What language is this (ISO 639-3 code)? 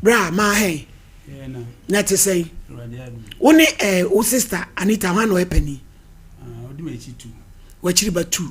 aka